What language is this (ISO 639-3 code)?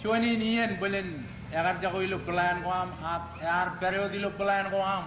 mah